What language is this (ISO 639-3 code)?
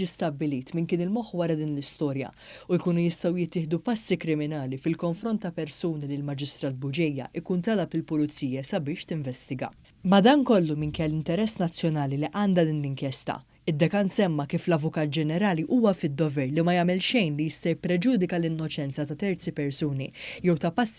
mlt